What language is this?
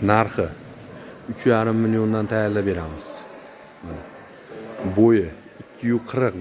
Uzbek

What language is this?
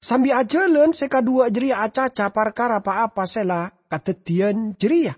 Madurese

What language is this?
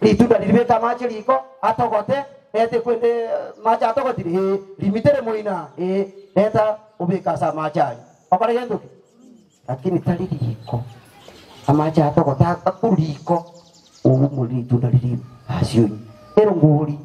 Gusii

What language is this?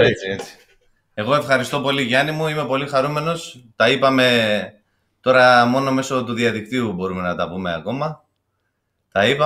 Greek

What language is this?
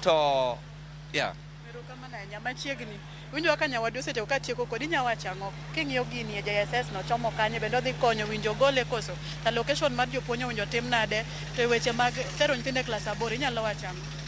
Luo (Kenya and Tanzania)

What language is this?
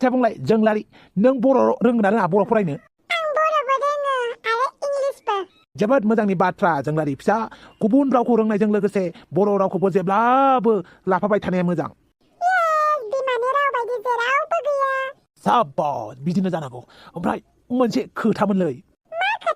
Bodo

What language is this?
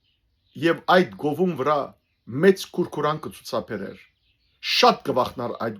Western Armenian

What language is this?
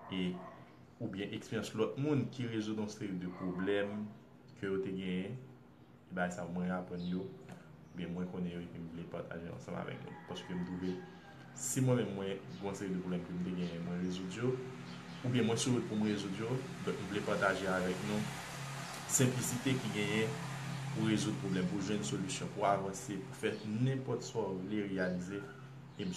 Haitian Creole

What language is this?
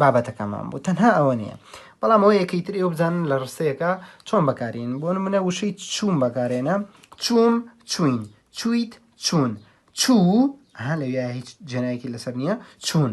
Central Kurdish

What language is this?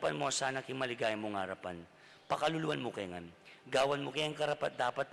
Pampanga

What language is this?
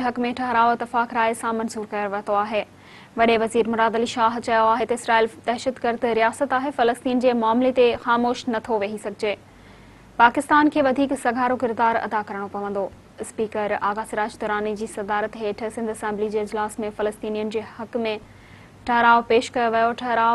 Sindhi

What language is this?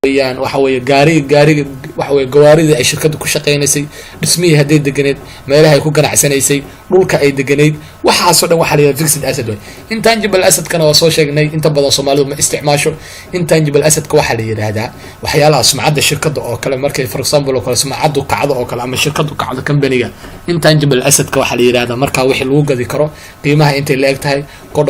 Somali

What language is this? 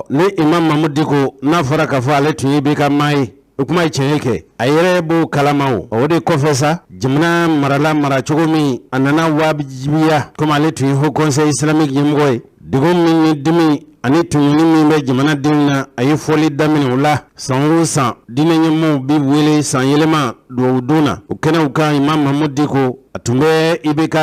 Bambara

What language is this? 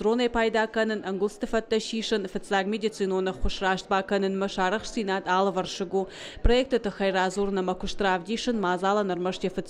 Ossetic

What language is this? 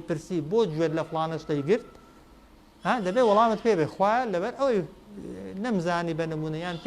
Central Kurdish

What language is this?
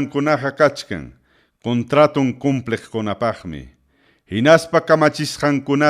Ayacucho Quechua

